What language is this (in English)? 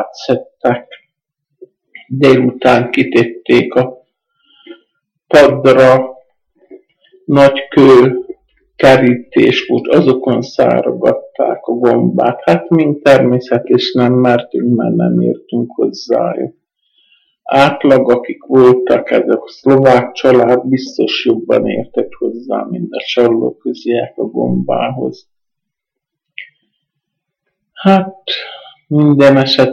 Hungarian